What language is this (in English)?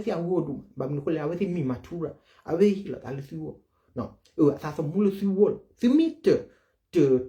S'gaw Karen